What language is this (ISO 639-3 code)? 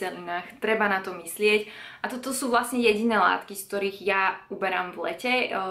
slk